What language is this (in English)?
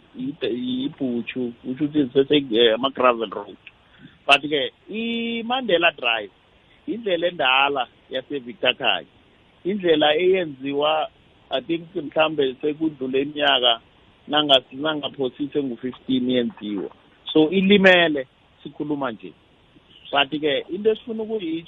South Ndebele